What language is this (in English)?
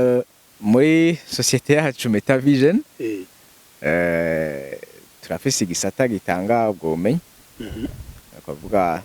Rundi